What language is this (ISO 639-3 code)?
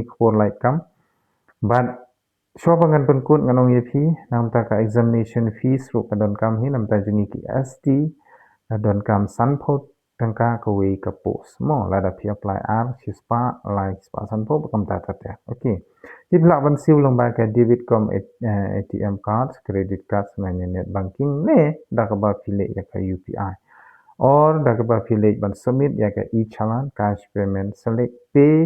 kha